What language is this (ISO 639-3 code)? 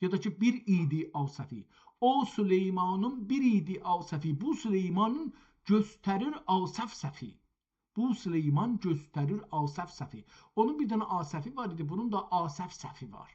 azb